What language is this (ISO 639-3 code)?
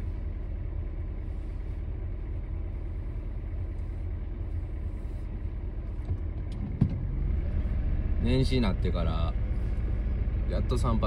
jpn